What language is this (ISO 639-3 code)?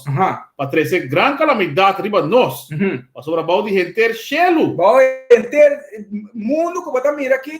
pap